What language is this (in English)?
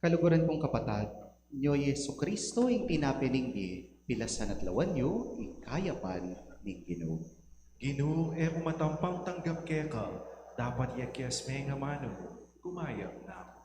Pampanga